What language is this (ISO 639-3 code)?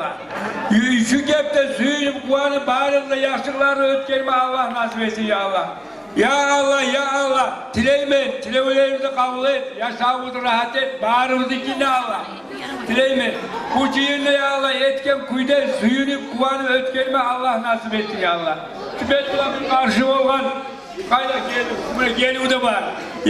kum